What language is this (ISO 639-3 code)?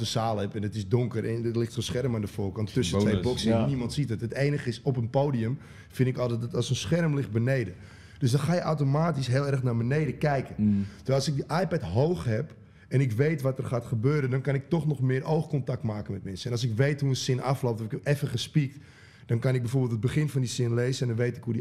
nld